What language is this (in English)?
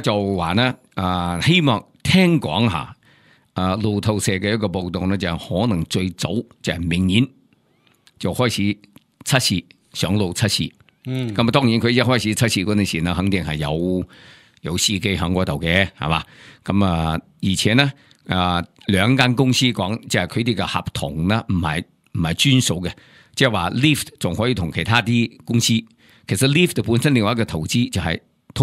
Cantonese